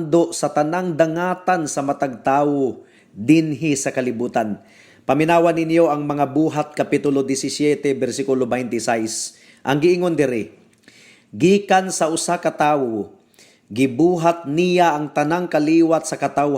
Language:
Cebuano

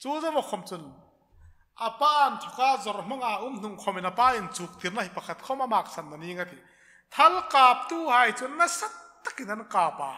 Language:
Hmar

